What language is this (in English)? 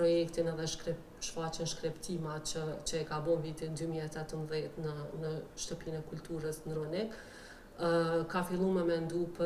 Albanian